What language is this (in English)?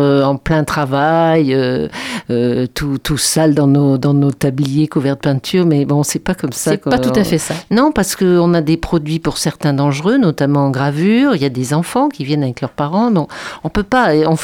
French